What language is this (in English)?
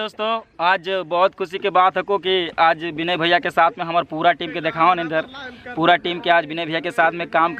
Magahi